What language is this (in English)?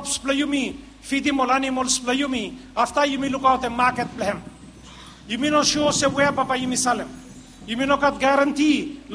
Bislama